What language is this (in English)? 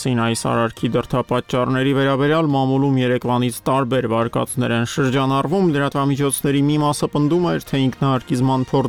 Armenian